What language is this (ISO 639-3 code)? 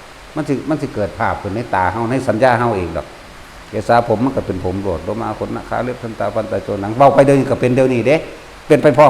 tts